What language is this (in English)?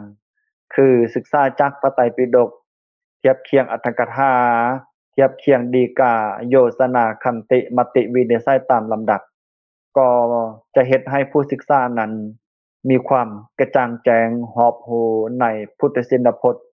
Lao